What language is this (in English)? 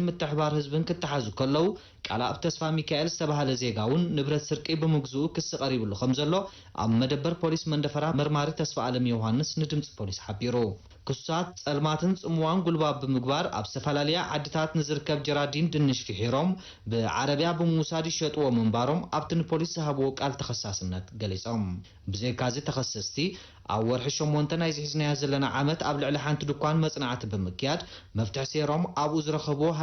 Tigrinya